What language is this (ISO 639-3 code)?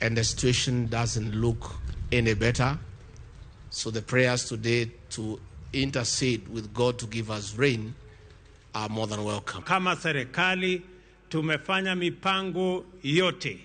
luo